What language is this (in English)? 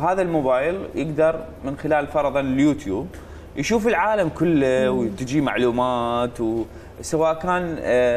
Mesopotamian Arabic